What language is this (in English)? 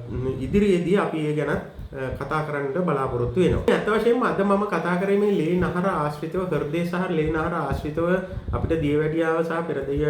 Sinhala